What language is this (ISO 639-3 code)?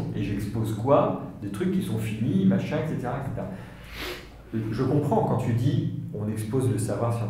fra